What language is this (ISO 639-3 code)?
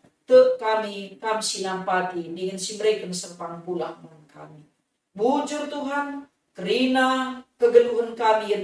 btx